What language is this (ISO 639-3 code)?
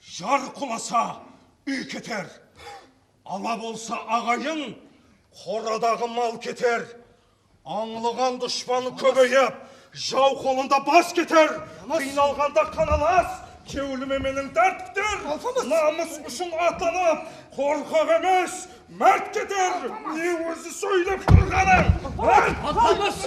kaa